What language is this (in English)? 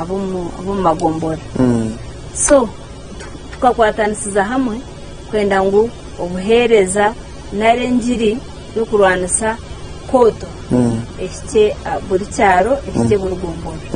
Nyankole